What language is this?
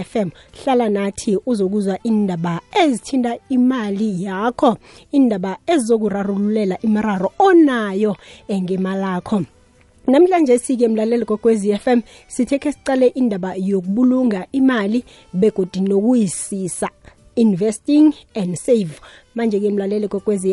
South Ndebele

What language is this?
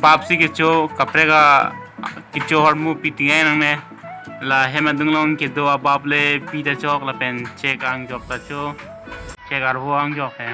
Karbi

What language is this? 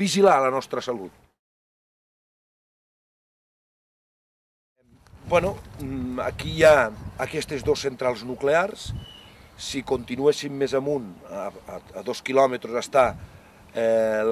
Catalan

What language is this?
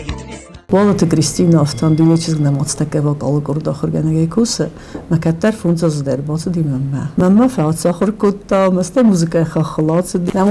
Ossetic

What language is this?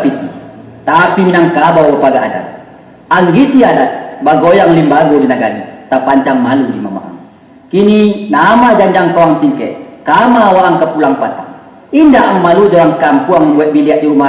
Minangkabau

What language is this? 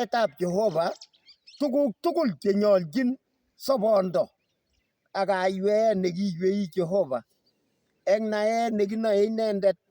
Kalenjin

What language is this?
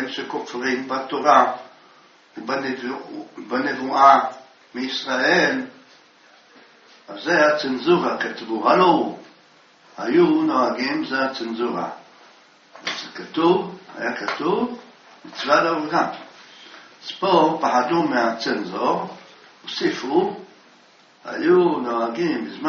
Hebrew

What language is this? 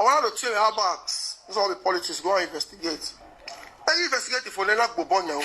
Nigerian Pidgin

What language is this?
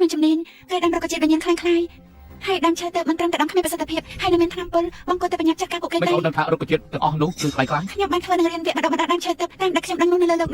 Khmer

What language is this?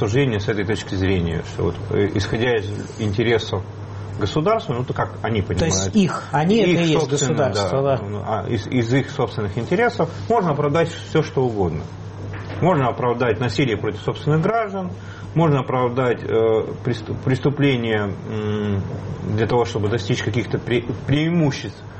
Russian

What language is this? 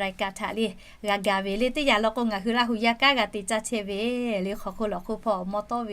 Lahu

